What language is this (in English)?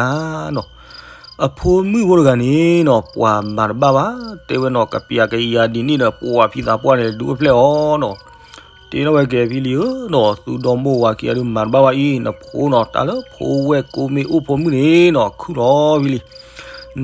S'gaw Karen